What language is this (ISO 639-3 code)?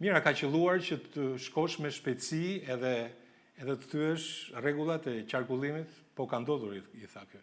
sqi